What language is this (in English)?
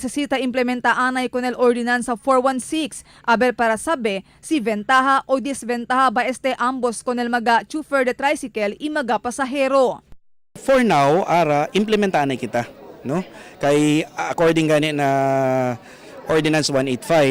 Chavacano